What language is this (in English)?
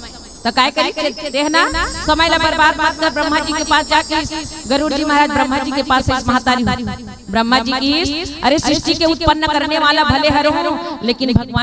Chhattisgarhi